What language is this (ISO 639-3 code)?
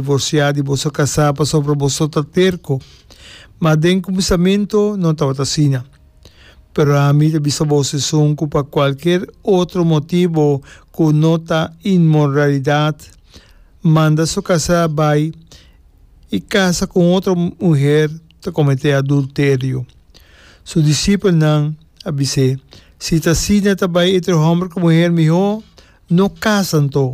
pap